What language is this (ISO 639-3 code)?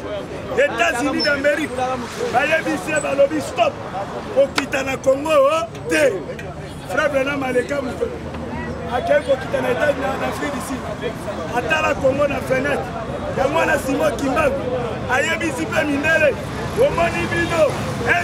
lin